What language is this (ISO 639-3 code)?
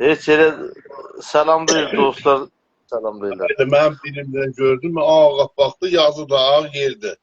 azb